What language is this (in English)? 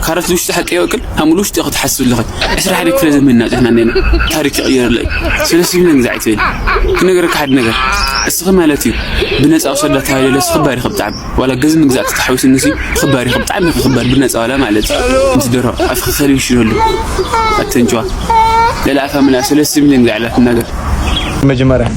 Tigrinya